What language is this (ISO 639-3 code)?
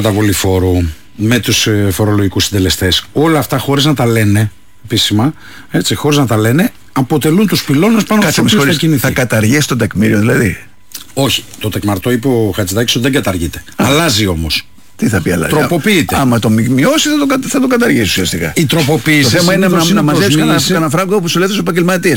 ell